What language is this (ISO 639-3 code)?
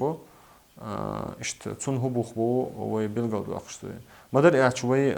che